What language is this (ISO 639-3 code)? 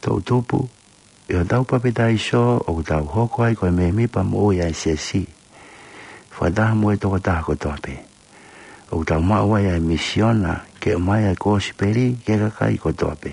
ton